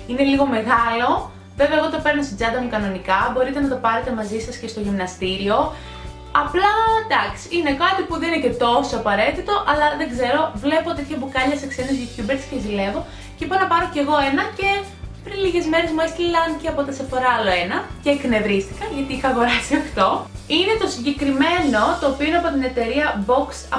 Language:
Greek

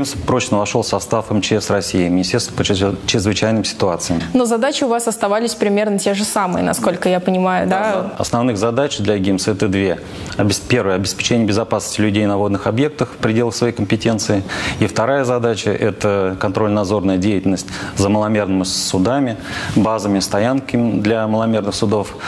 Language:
Russian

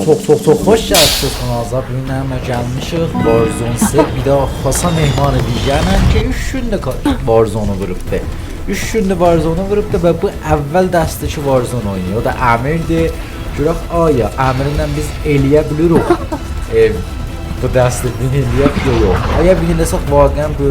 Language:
South Azerbaijani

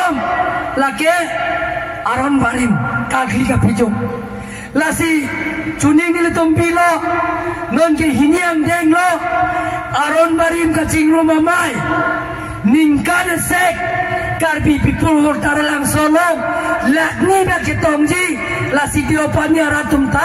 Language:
Karbi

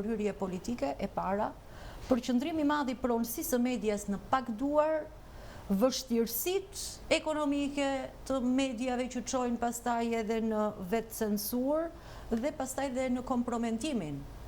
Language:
Albanian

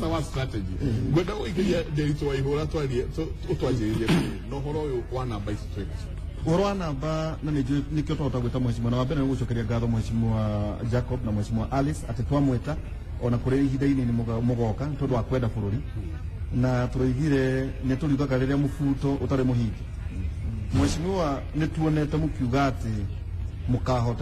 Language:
Kikuyu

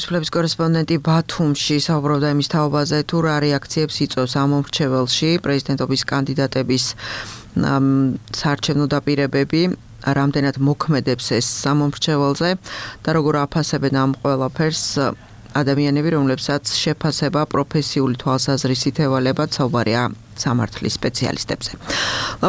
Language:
Georgian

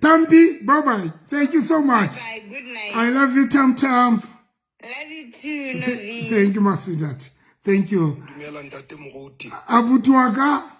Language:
Southern Sotho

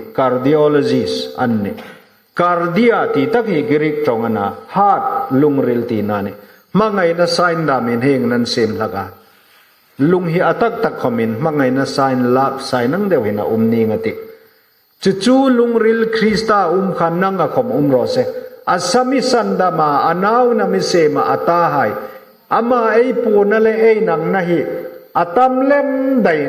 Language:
Hmar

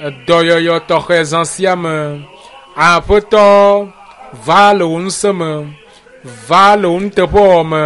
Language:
Ewe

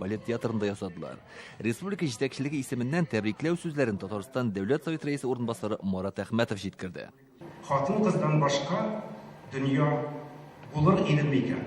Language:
Tatar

